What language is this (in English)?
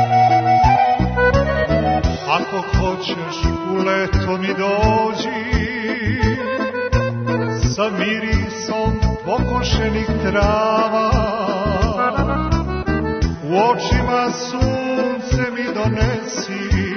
Serbian